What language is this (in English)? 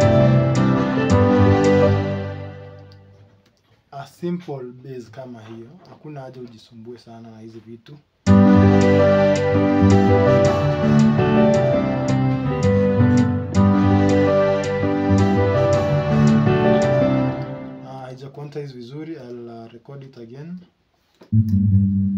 Swahili